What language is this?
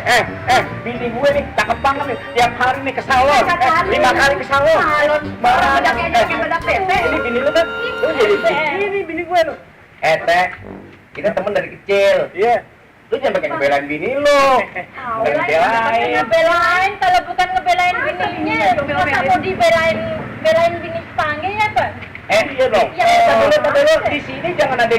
Betawi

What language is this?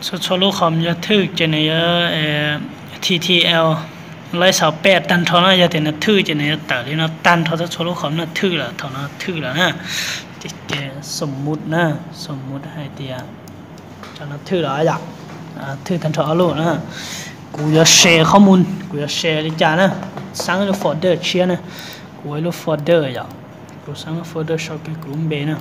Hmong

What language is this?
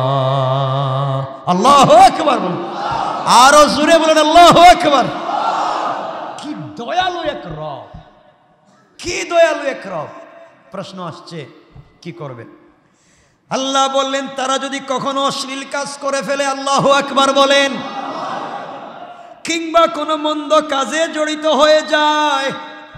Bangla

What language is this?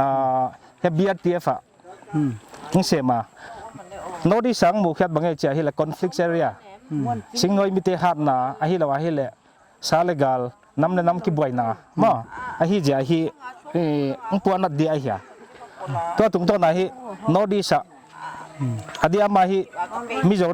Paite Chin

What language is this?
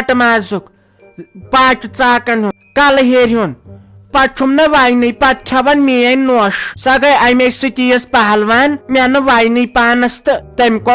Kashmiri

